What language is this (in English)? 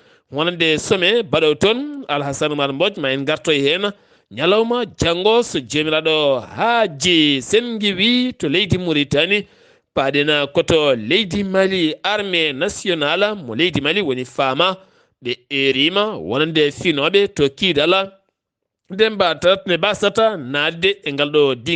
Fula